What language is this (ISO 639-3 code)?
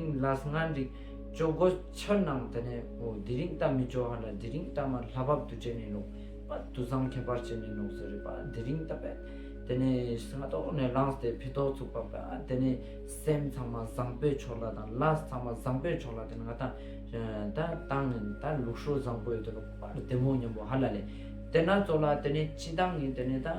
lbj